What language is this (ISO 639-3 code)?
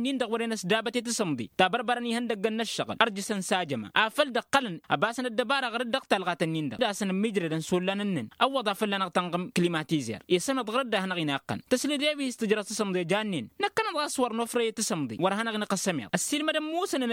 taq